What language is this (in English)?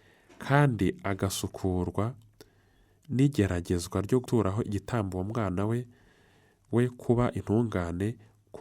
Kinyarwanda